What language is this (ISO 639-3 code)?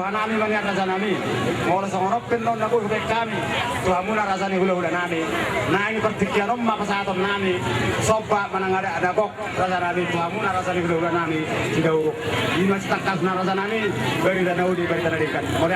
bbc